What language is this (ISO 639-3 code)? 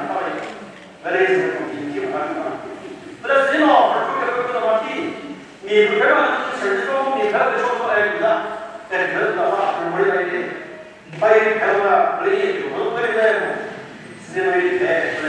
nri